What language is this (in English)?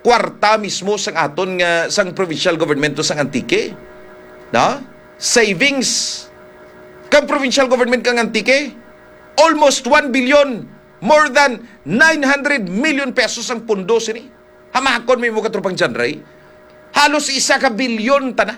Hiligaynon